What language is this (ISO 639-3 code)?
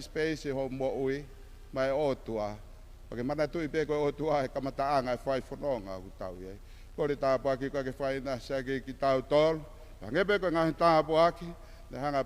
ton